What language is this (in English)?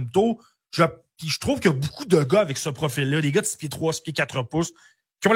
French